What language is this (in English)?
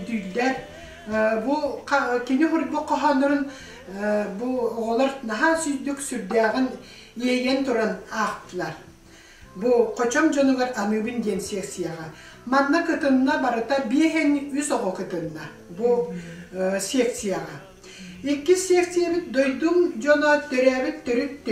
Yakut